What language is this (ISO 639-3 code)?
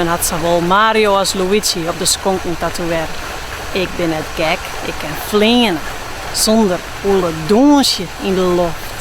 fry